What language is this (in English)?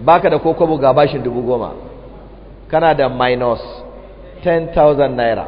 Hausa